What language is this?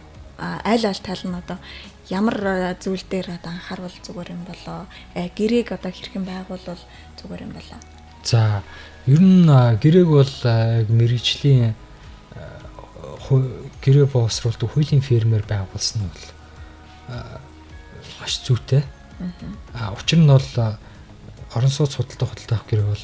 Mongolian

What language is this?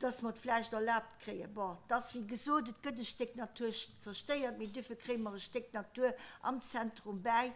Luxembourgish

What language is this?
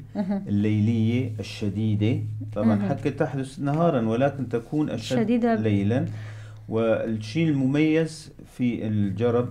North Levantine Arabic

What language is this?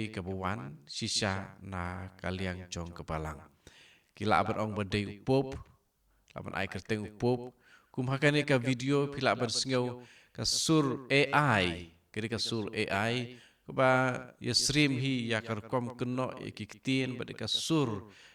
Khasi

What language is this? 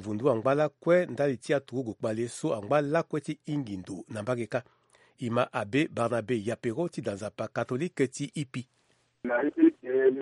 Sango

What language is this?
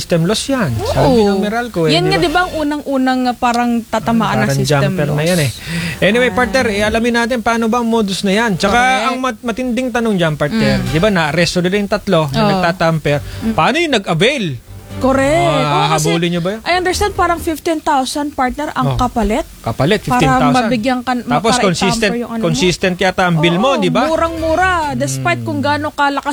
Filipino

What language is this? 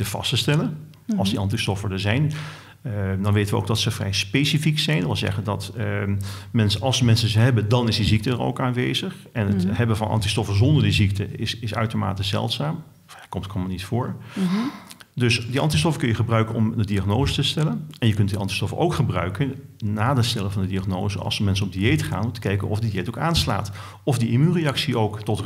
Dutch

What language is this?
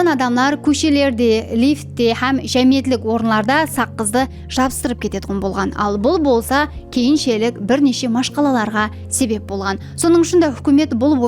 Kara-Kalpak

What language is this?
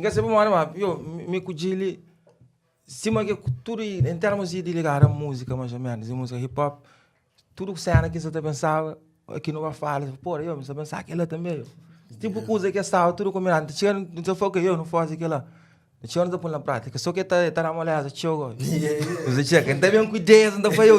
Kabuverdianu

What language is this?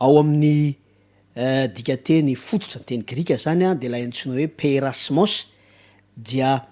Malagasy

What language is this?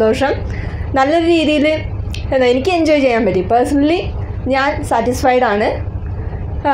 Malayalam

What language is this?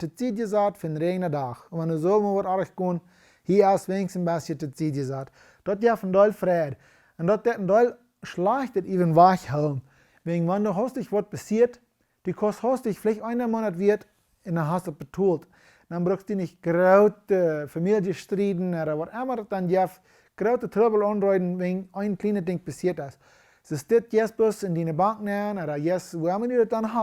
Plautdietsch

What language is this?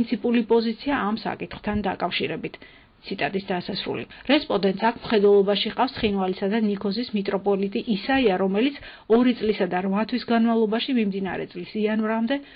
Georgian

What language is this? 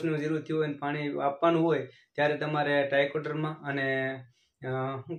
Gujarati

